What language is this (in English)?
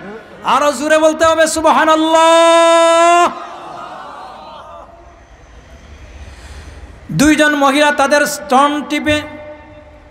Bangla